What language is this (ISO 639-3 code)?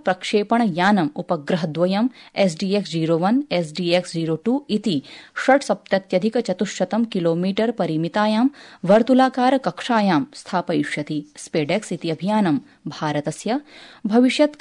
san